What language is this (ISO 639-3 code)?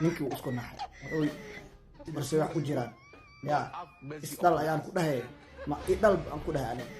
som